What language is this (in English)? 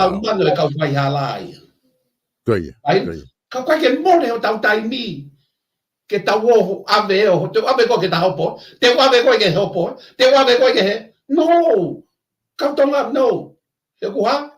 Tongan